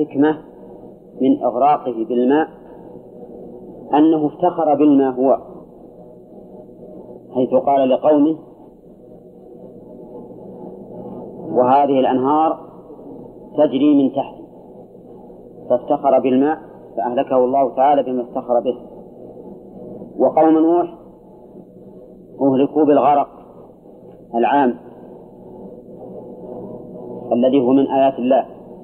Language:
Arabic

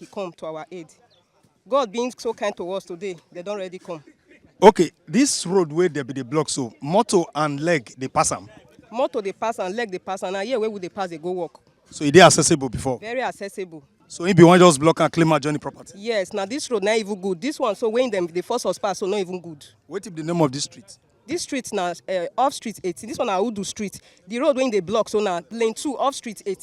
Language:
Nigerian Pidgin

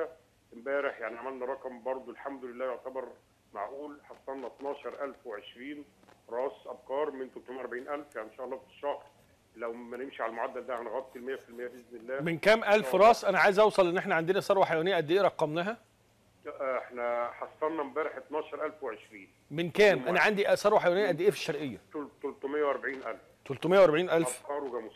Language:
Egyptian Arabic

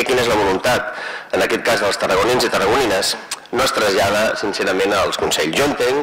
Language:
Catalan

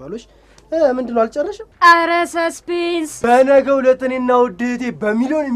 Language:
Amharic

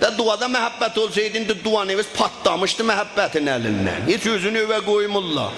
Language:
South Azerbaijani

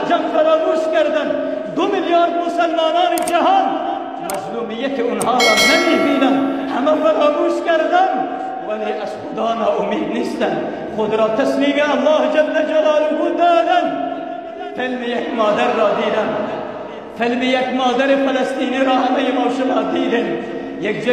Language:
Persian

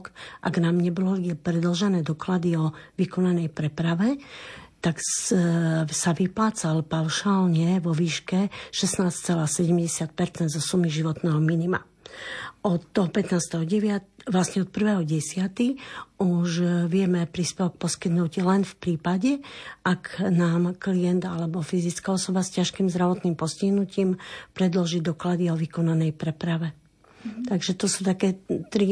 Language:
Slovak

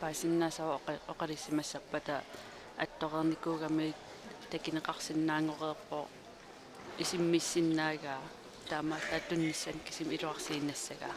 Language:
Kalaallisut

